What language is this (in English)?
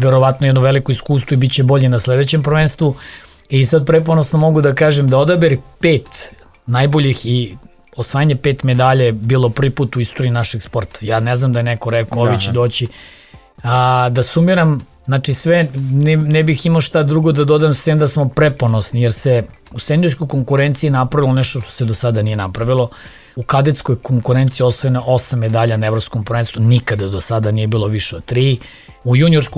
Serbian